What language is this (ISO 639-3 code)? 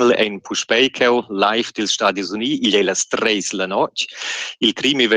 roh